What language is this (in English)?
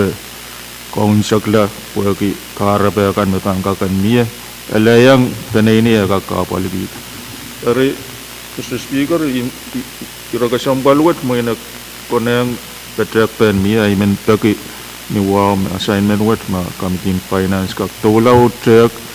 Pohnpeian